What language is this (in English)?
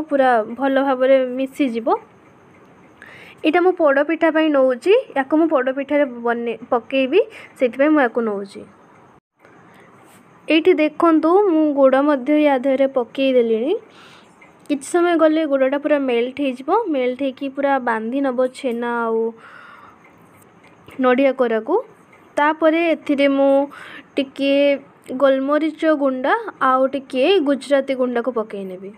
Odia